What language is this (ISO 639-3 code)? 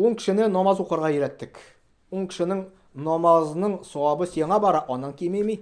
tat